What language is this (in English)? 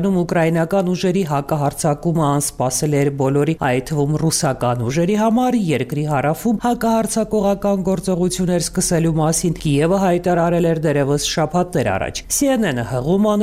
Armenian